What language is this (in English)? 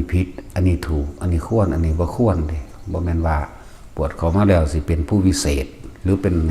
Northeastern Thai